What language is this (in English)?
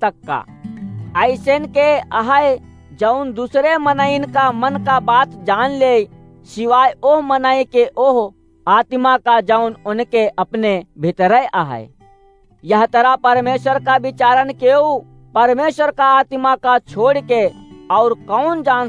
Awadhi